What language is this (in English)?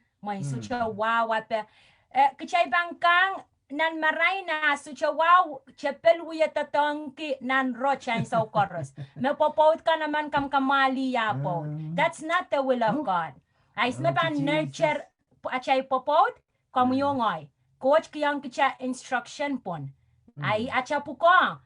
Pohnpeian